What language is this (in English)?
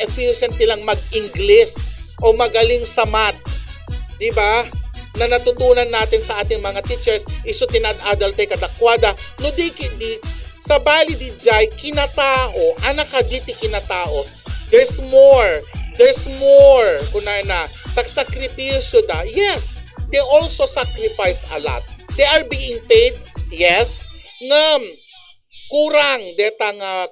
Iloko